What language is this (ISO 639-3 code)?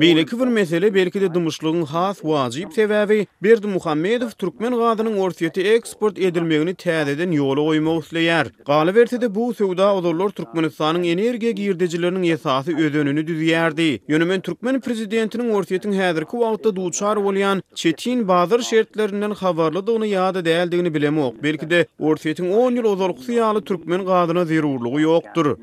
tuk